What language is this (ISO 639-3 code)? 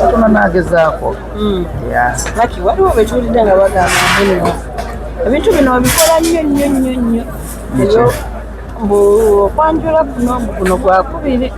lug